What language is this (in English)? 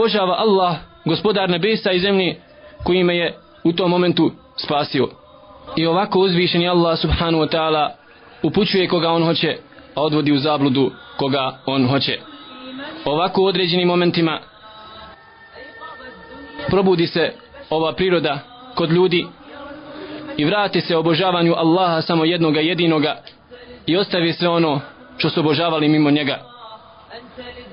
Bosnian